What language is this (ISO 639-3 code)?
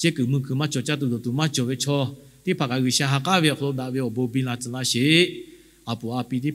lhu